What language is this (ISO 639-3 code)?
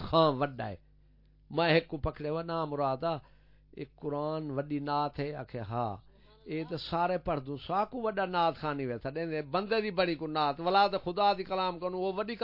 skr